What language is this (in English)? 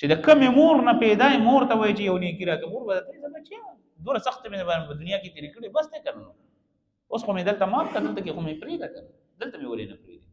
Pashto